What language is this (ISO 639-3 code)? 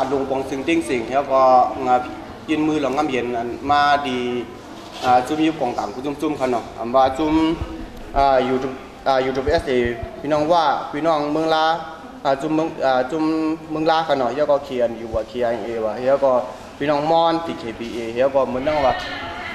shn